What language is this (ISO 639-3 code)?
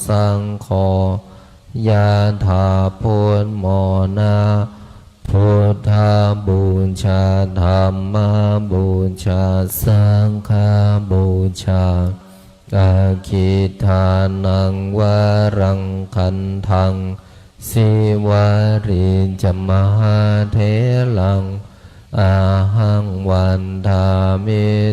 pli